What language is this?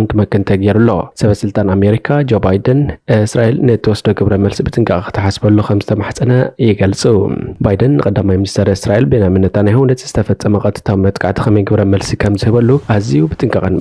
Tigrinya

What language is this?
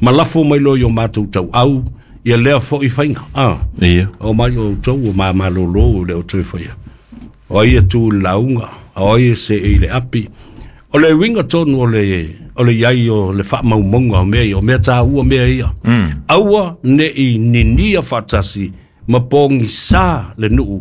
Samoan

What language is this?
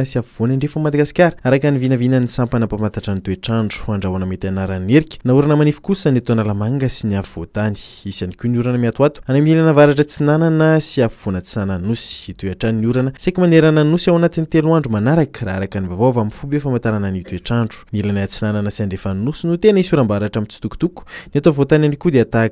Malagasy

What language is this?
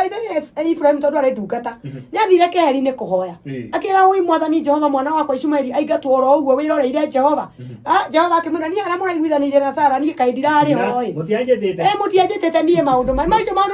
Kikuyu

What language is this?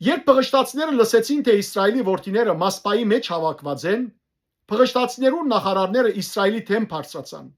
Western Armenian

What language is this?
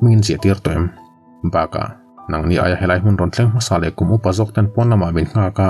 Mizo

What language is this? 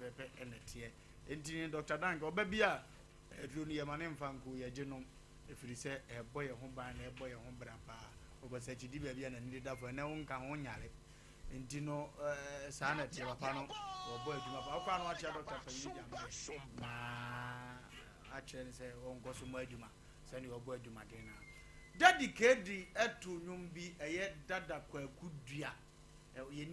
Akan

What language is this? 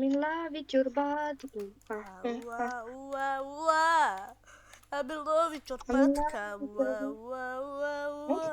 Bosnian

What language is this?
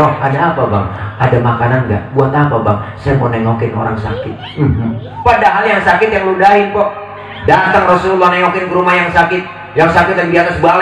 Betawi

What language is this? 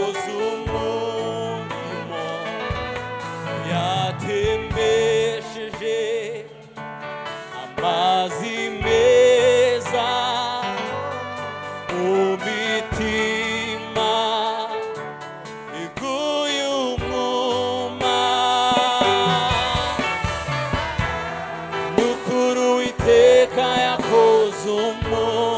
Kinyarwanda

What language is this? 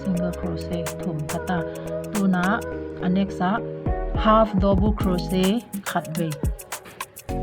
Paite Chin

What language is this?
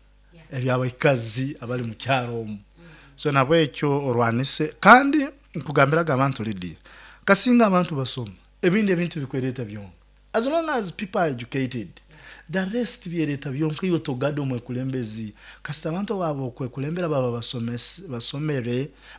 Nyoro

